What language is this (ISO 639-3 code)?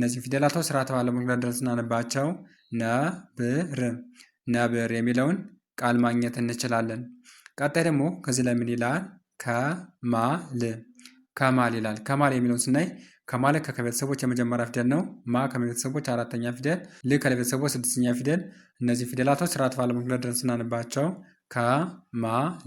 amh